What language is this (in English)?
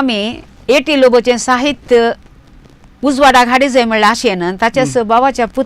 Konkani